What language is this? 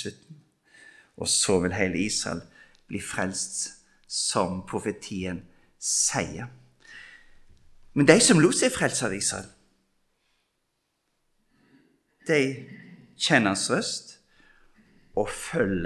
Norwegian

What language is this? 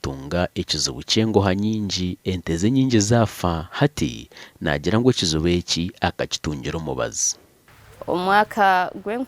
Nyankole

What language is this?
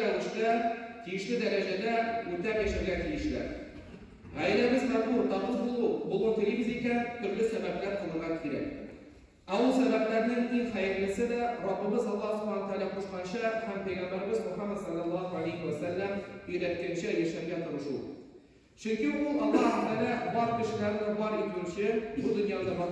Tatar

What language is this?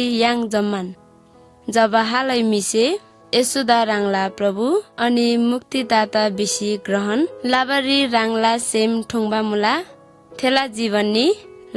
Eastern Tamang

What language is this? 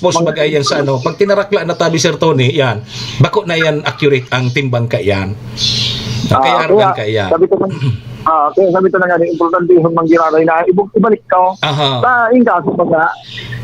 Bikol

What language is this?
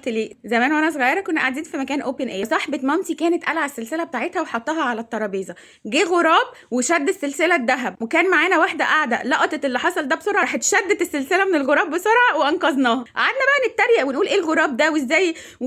Egyptian Arabic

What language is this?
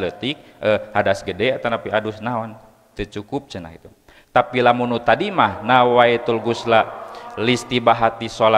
Sundanese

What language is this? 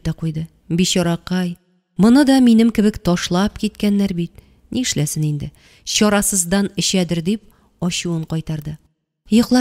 Tatar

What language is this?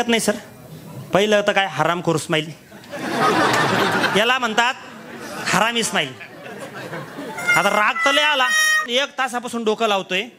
Marathi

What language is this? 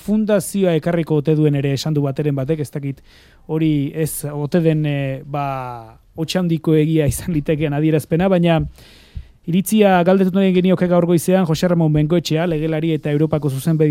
Basque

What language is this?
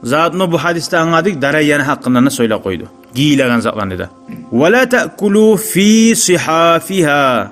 Kumyk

